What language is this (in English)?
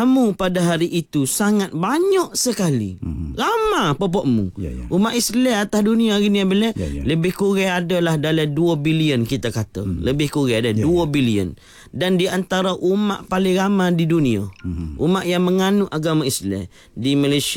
Malay